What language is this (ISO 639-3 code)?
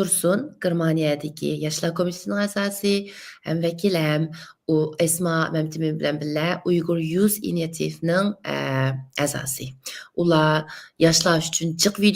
uig